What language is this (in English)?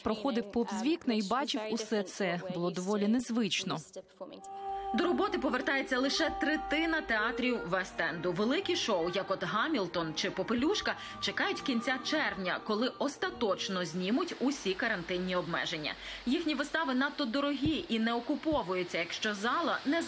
Ukrainian